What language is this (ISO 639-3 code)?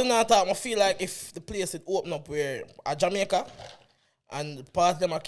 jam